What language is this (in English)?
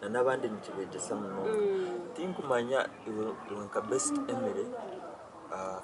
Nyankole